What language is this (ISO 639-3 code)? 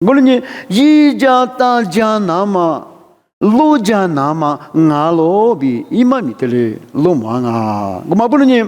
lis